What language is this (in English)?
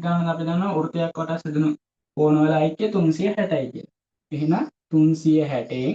Sinhala